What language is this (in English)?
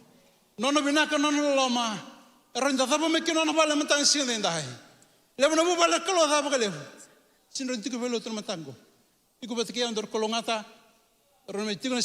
Fijian